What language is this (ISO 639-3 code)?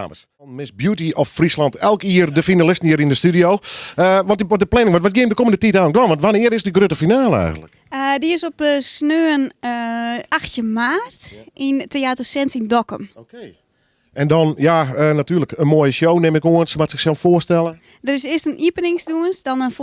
fry